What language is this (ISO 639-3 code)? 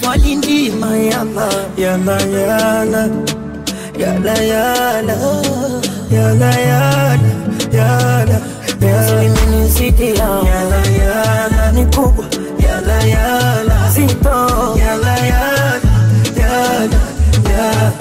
swa